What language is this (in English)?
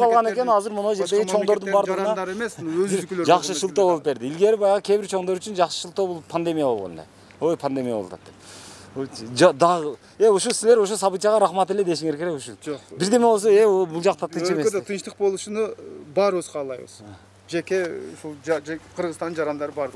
Kyrgyz